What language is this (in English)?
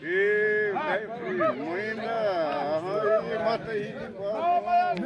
Xavánte